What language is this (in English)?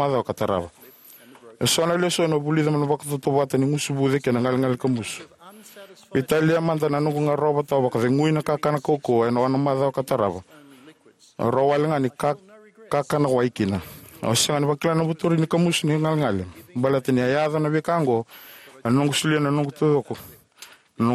Fijian